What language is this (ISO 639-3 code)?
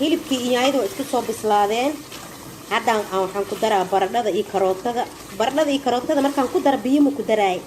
som